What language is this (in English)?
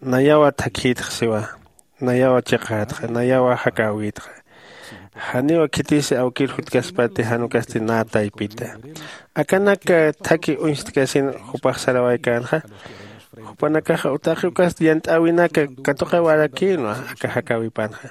Aymara